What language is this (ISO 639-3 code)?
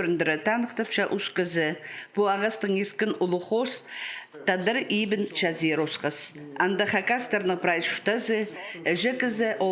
kjh